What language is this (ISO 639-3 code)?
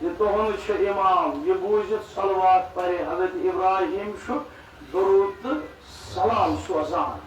kas